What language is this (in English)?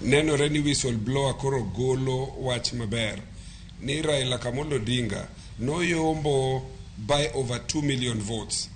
Luo (Kenya and Tanzania)